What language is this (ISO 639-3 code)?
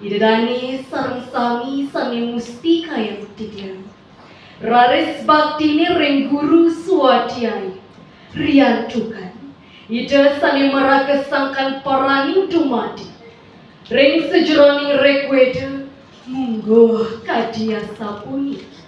ban